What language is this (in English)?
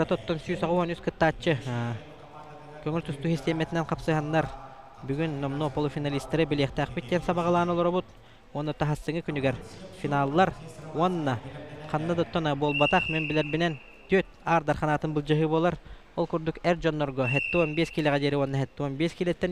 Yakut